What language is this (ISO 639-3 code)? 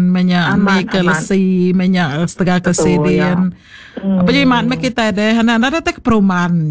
iba